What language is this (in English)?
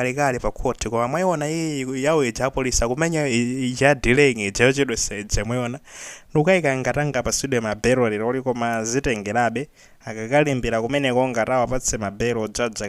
Nyanja